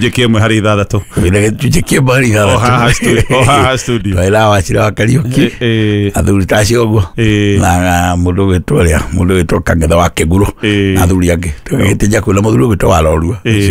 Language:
Kikuyu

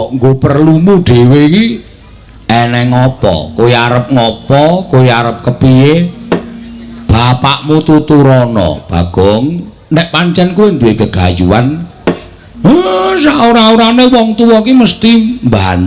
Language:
Javanese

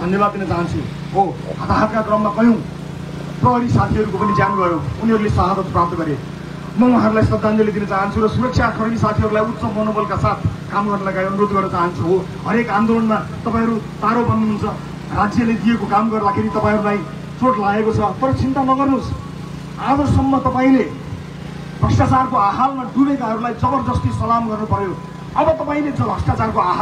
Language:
Nepali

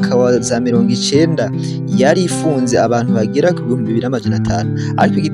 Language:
Rundi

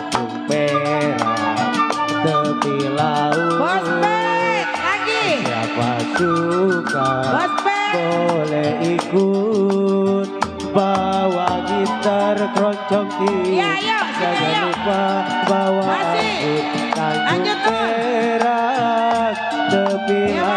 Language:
Betawi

